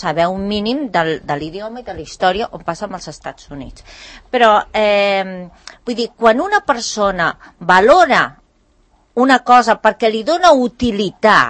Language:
Catalan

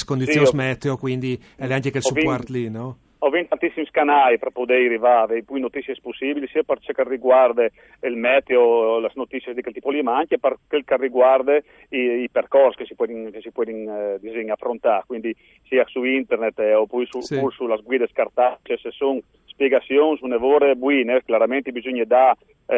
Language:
Friulian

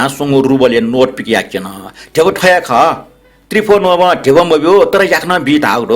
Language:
Newari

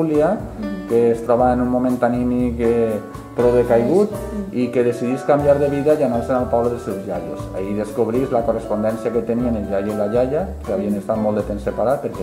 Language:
Catalan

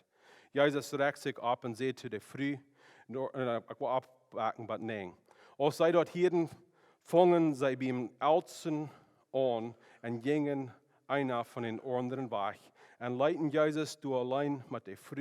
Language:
Plautdietsch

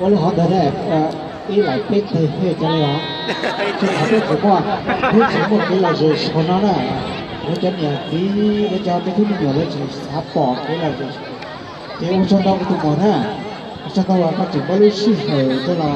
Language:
Hmong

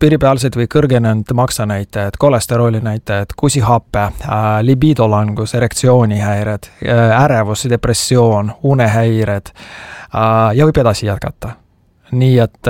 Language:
Estonian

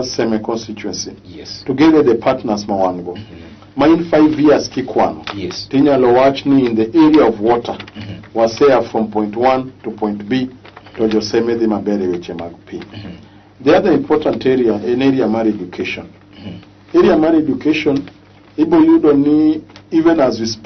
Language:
Luo (Kenya and Tanzania)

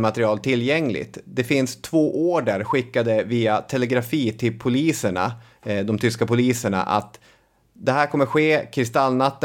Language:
Swedish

